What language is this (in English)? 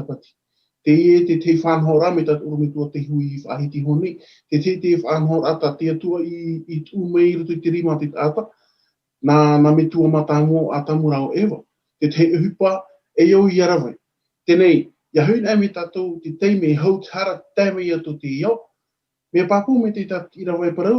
Tahitian